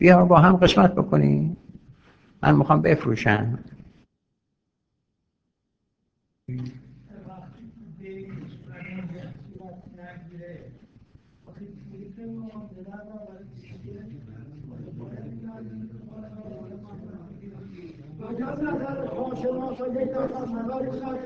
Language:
Persian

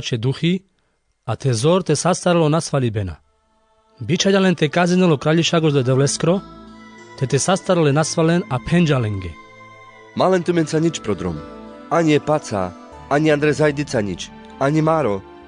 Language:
Carpathian Romani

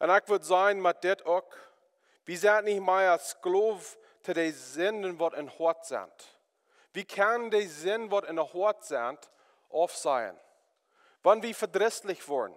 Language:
Plautdietsch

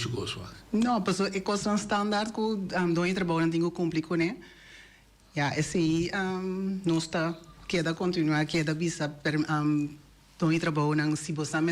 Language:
Papiamento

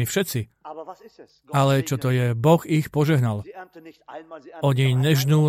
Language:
Slovak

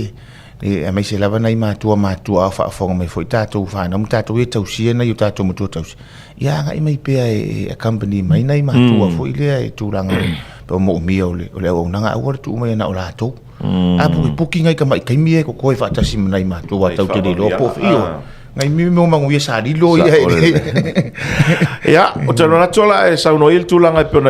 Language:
Samoan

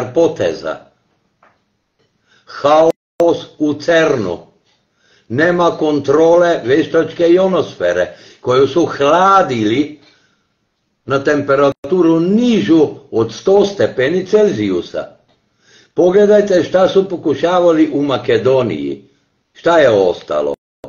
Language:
Serbian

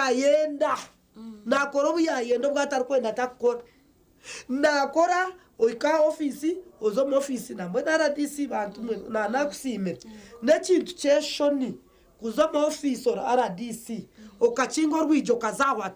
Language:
Nyankole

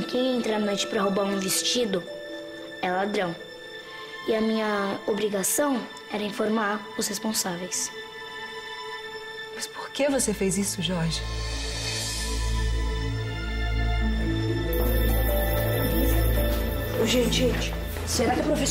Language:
Portuguese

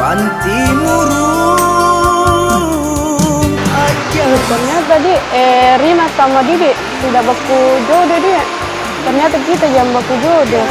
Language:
Makassar Malay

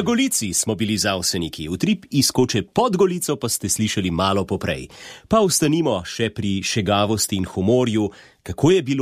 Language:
Slovenian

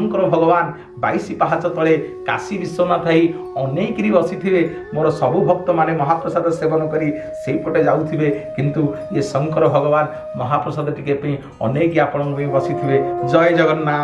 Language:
Odia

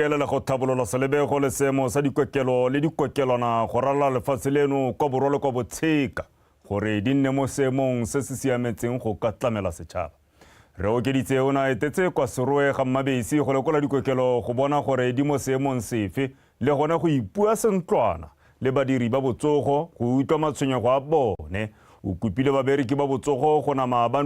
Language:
Tswana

